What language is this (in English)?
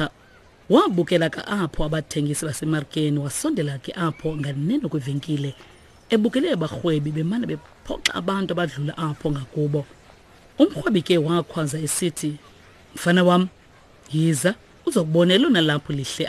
Xhosa